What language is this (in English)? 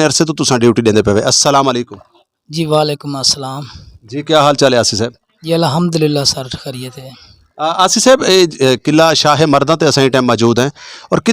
Saraiki